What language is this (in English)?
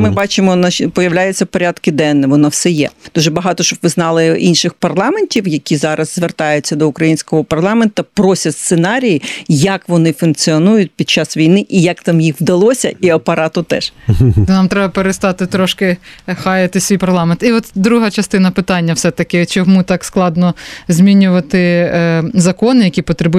Ukrainian